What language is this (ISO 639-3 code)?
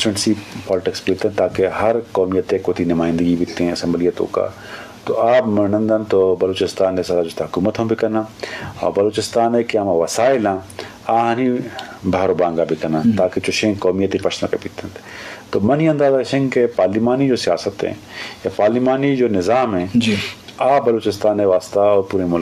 bgp